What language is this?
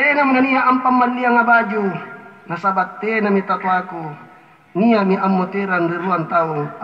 Makasar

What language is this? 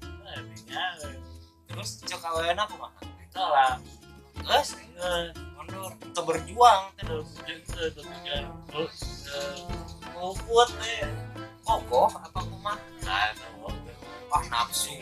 Sundanese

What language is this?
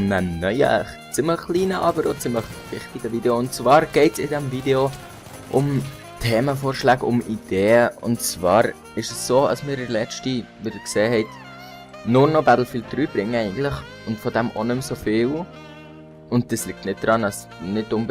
Swiss German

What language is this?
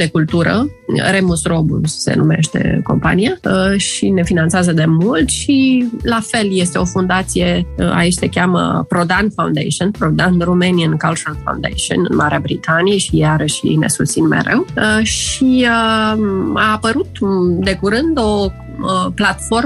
Romanian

